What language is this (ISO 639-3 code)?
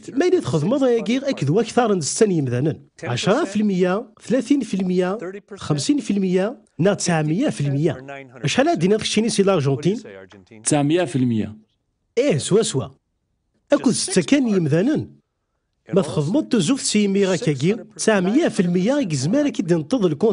kab